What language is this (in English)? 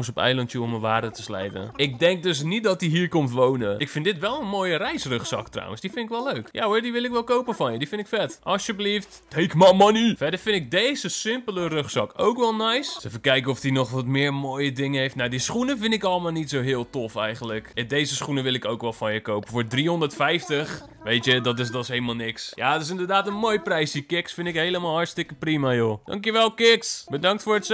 Dutch